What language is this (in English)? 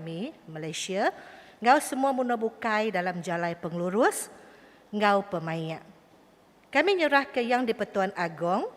Iban